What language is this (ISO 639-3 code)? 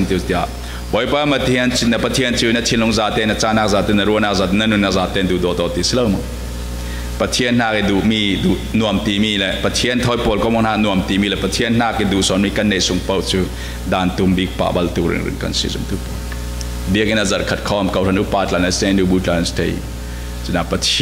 cfm